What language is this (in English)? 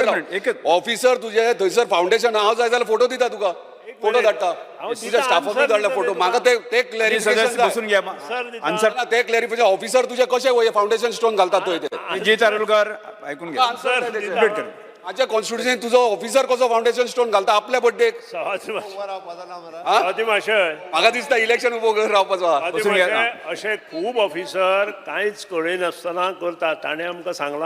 Konkani